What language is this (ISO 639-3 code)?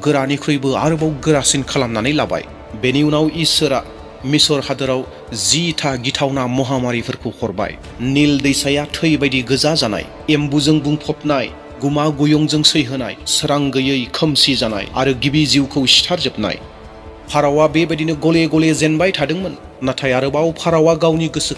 brx